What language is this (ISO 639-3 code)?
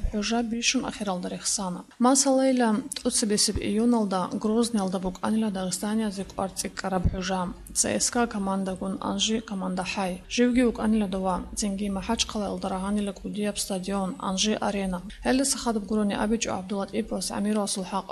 ava